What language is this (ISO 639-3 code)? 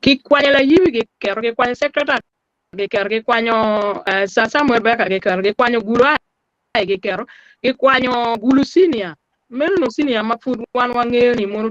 ach